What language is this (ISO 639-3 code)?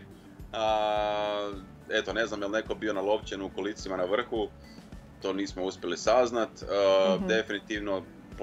hrv